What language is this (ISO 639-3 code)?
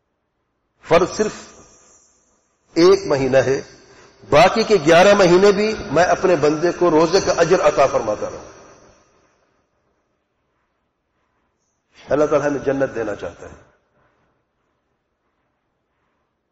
urd